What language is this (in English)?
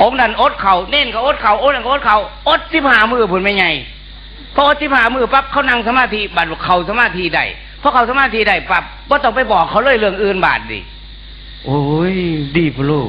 Northeastern Thai